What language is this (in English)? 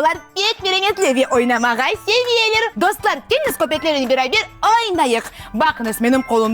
Crimean Tatar